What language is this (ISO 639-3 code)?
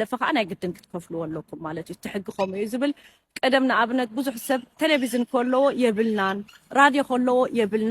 tir